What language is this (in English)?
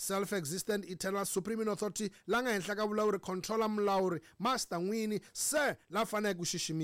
Tsonga